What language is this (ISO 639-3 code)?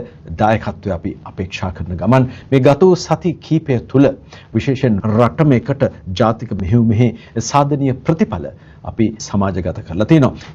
sin